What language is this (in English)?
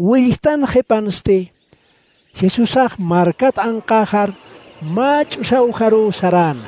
Aymara